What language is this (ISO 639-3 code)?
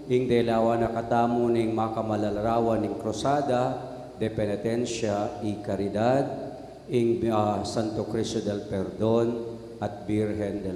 pam